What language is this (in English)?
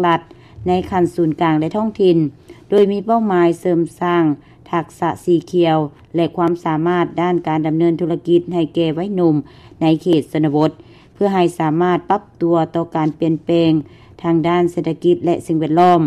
Lao